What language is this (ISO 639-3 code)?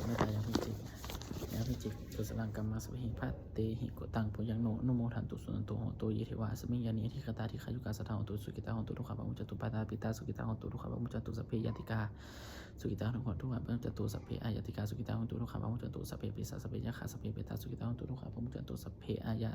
pli